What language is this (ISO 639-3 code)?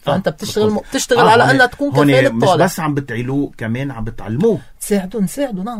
apc